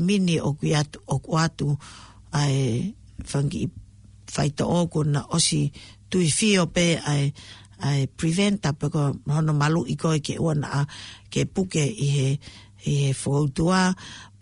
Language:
Tongan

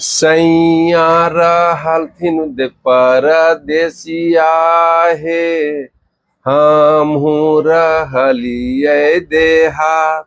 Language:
Magahi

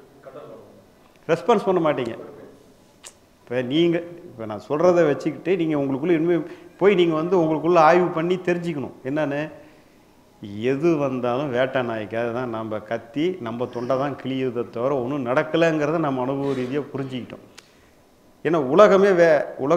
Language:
Tamil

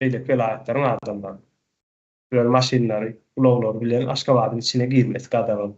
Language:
Turkmen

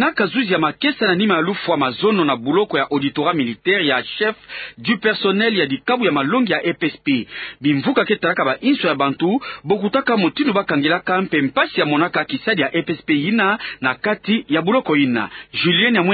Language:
Kituba (Democratic Republic of Congo)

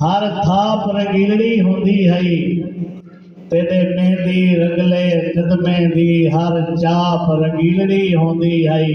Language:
Saraiki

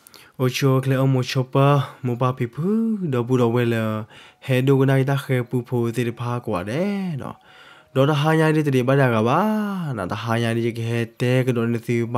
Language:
S'gaw Karen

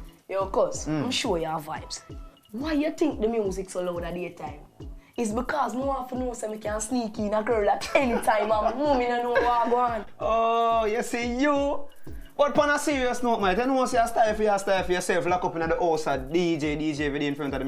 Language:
Jamaican Creole English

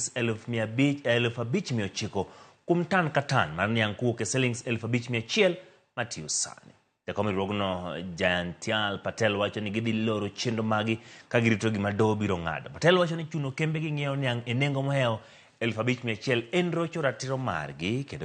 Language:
Luo (Kenya and Tanzania)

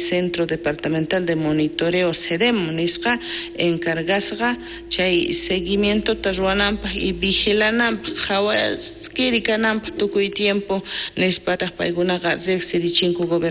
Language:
South Bolivian Quechua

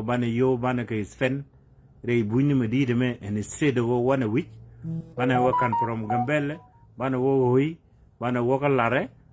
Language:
Nuer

